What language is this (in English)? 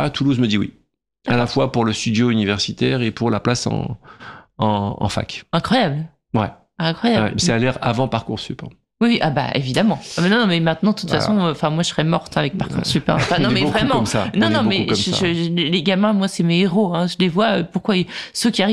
French